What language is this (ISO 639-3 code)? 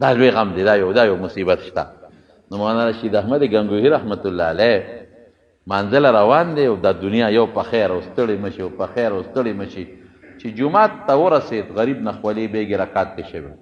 pus